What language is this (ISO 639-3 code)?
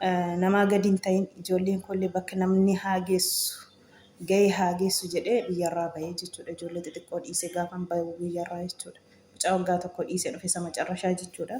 orm